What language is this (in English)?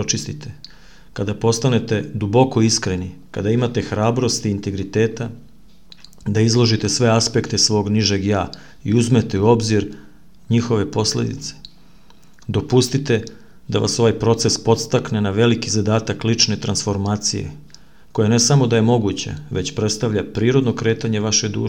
Serbian